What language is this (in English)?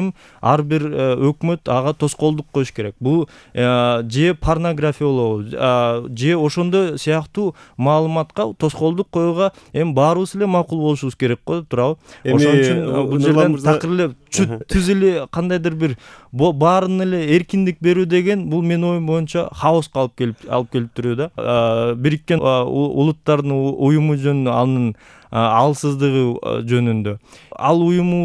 Kyrgyz